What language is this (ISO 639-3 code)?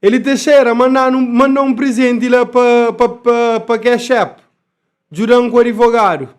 kea